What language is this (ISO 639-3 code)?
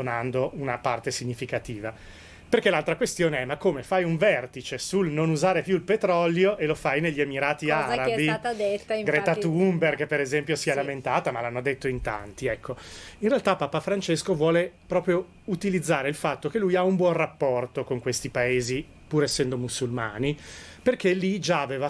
ita